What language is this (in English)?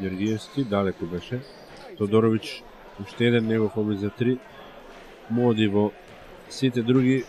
Macedonian